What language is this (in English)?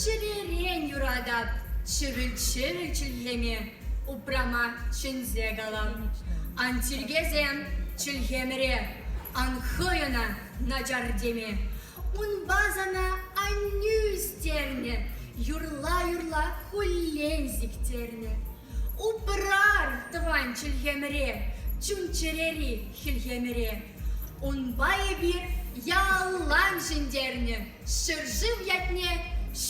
Chuvash